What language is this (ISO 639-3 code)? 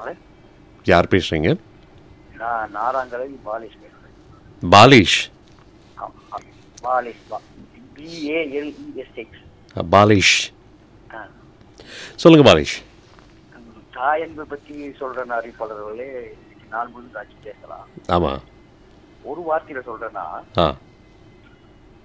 tam